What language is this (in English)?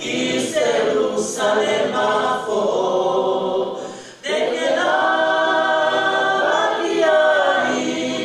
Tongan